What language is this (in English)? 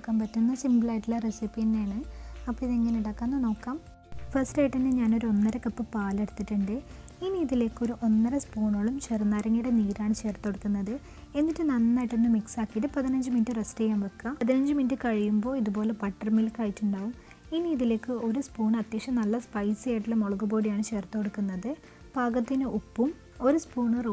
Malayalam